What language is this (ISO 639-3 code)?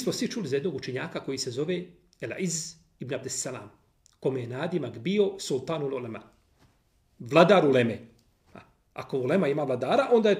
bos